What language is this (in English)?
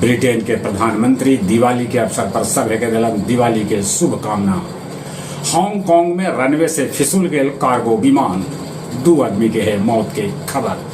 Magahi